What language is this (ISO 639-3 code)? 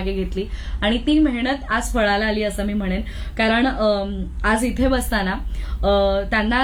mar